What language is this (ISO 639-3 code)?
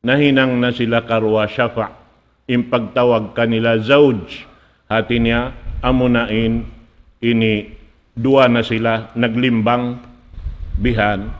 tsg